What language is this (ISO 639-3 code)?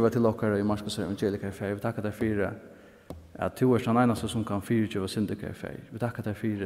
fao